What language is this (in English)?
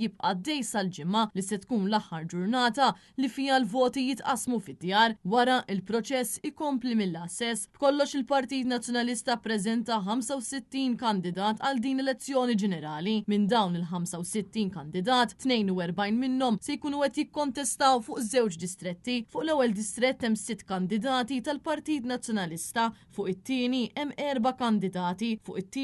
Maltese